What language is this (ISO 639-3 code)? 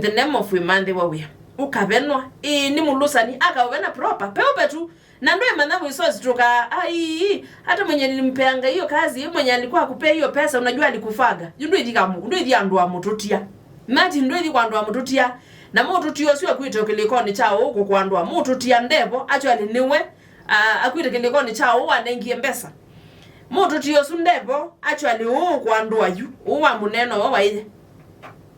kam